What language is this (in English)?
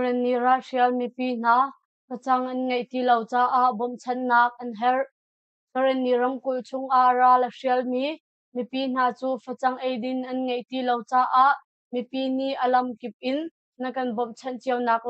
Hakha Chin